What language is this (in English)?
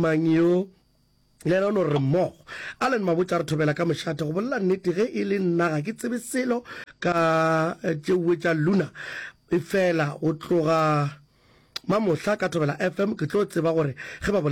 Northern Sotho